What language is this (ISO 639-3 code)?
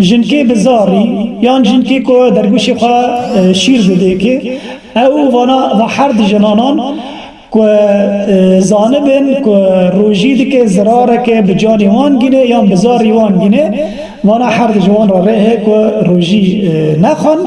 kur